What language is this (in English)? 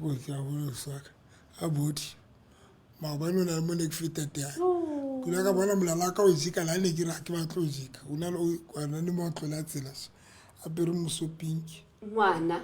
Southern Sotho